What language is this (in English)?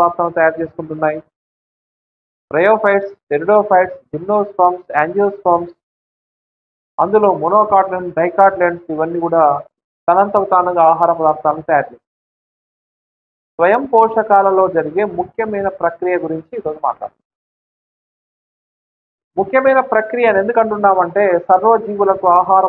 Telugu